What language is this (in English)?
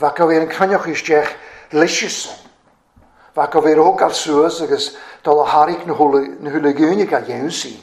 Welsh